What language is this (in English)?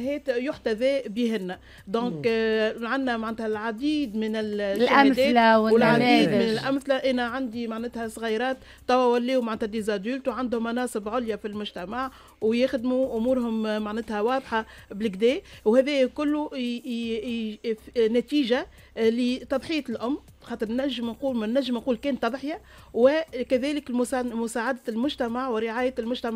Tunisian Arabic